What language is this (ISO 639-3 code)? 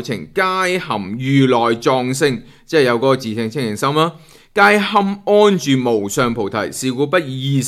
yue